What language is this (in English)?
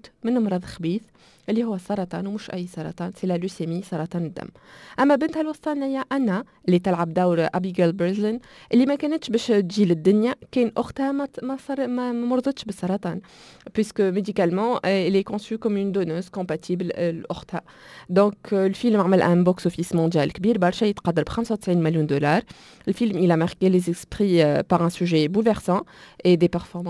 Tunisian Arabic